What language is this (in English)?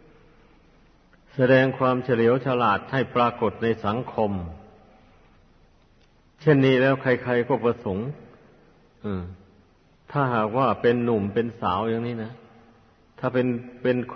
Thai